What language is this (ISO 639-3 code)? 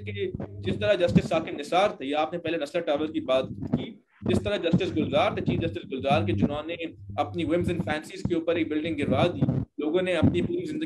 urd